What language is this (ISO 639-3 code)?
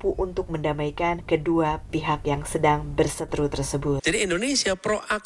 ind